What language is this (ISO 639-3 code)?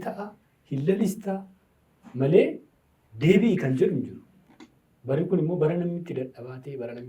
orm